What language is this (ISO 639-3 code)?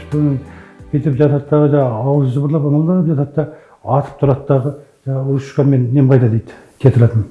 kaz